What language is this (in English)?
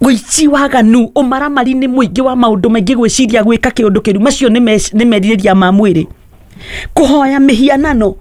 Kikuyu